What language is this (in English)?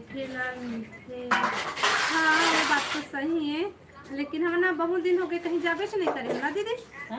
Chhattisgarhi